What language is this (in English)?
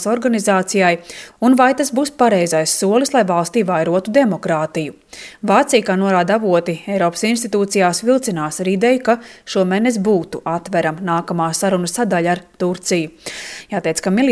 Latvian